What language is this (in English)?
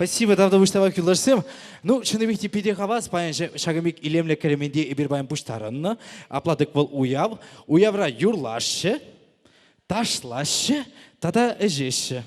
Chuvash